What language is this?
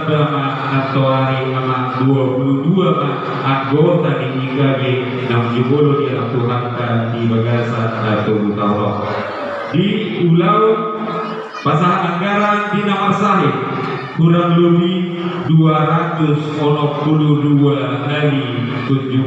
Batak Toba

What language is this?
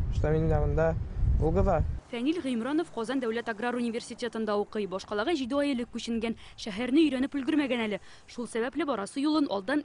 Tatar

